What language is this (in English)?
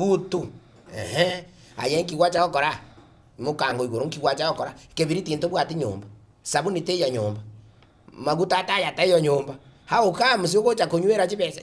Gusii